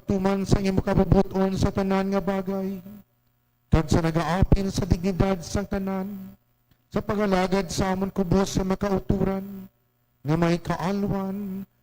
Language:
Hiligaynon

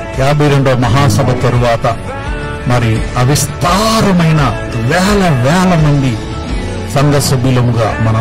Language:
Telugu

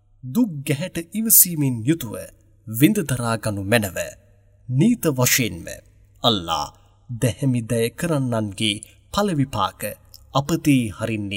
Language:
Sinhala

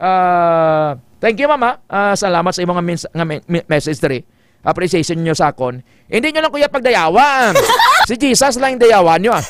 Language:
Hiligaynon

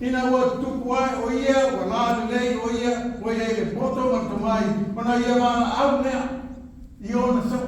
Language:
Samoan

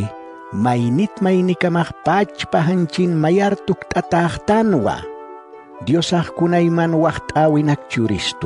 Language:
Aymara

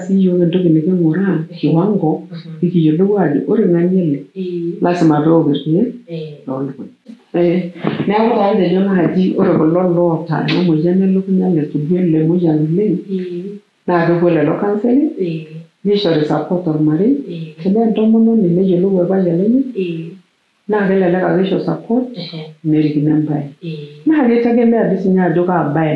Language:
Masai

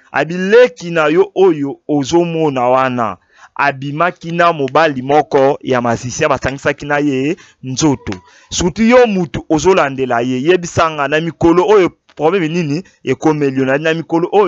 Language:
Lingala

